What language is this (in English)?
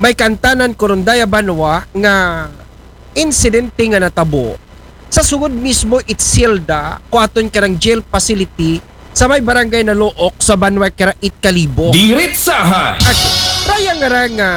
Aklanon